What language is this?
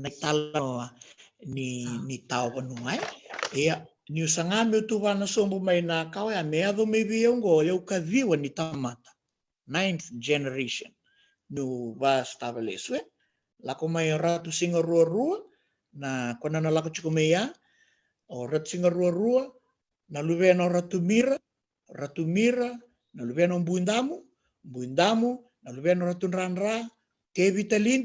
Fijian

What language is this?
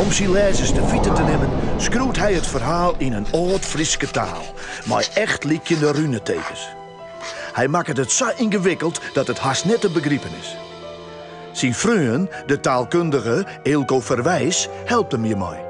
Western Frisian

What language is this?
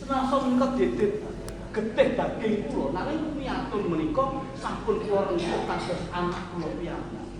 Javanese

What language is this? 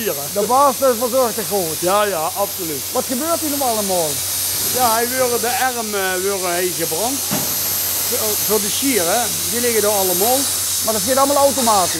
Dutch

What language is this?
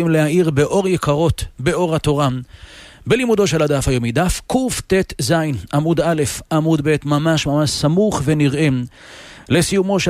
Hebrew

